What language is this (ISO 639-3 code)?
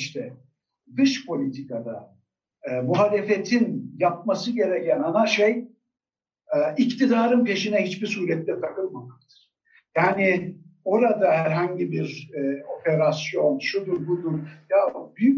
tur